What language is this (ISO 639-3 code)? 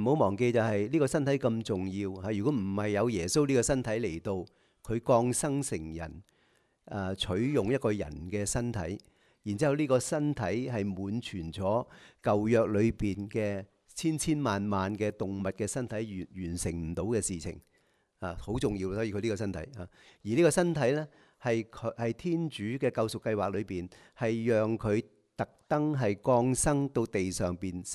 yue